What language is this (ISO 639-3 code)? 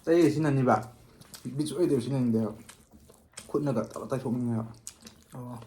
mni